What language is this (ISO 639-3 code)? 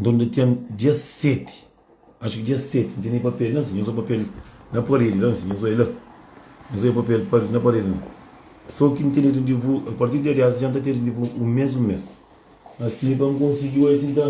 kea